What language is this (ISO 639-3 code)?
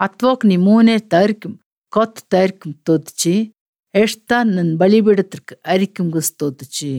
sqi